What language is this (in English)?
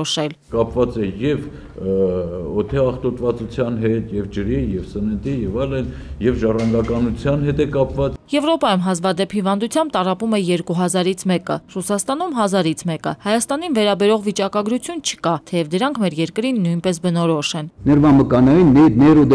Armenian